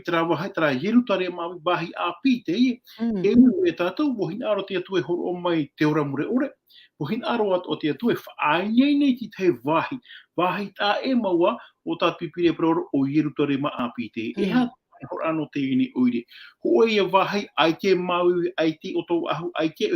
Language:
Tahitian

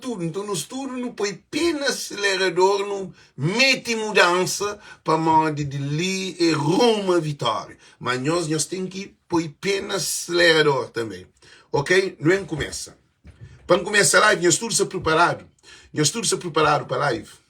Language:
Kabuverdianu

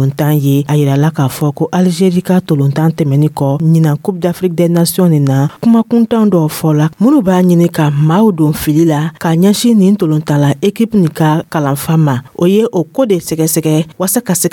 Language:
Dyula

